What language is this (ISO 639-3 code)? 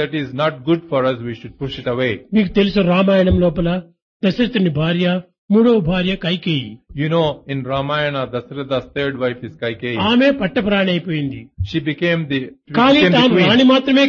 tel